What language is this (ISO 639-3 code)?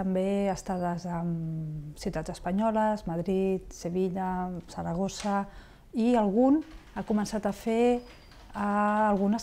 cat